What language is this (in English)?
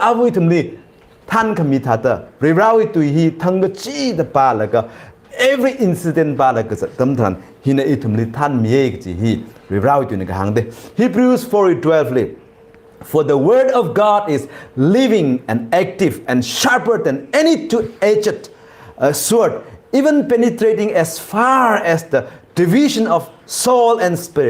Tangkhul Naga (India)